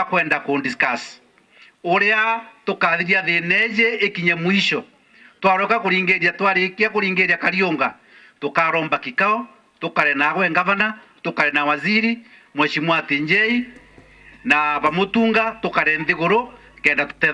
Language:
Meru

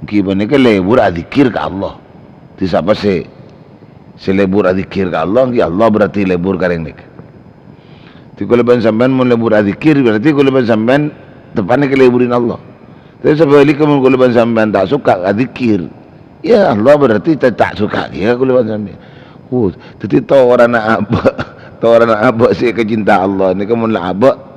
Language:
Madurese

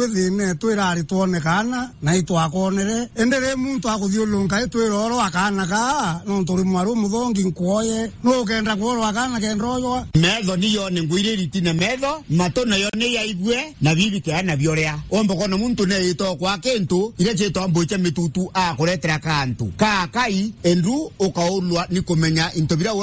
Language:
Meru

